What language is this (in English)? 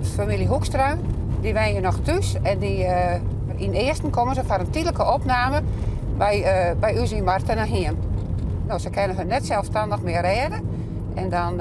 Western Frisian